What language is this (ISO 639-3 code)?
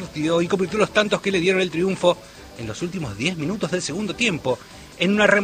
spa